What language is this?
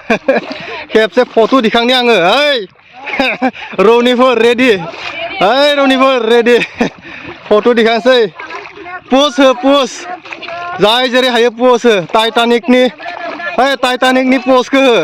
Bodo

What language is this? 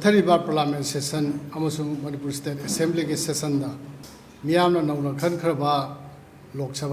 Manipuri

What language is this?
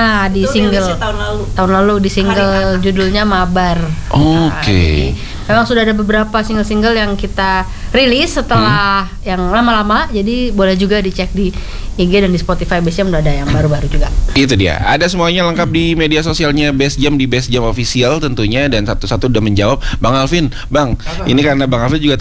Indonesian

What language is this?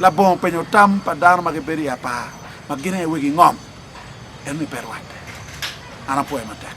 Acoli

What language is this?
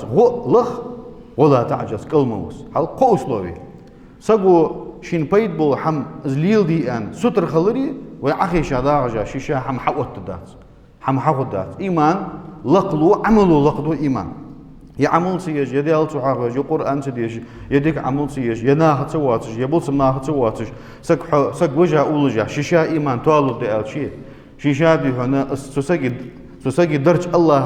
Ingush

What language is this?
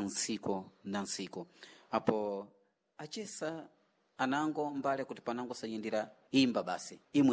Sena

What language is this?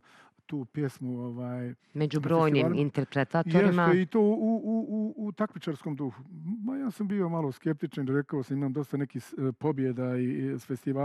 Bosnian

